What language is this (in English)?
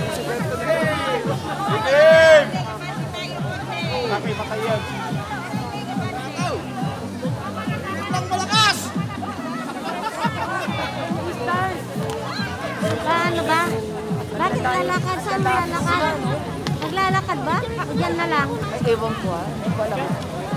Filipino